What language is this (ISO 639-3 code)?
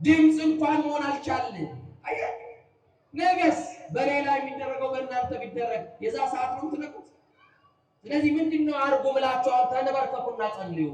amh